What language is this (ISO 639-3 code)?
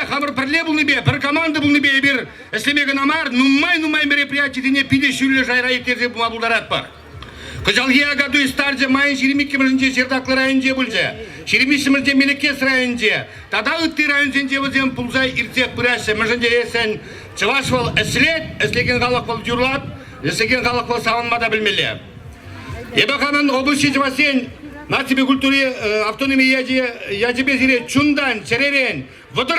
chv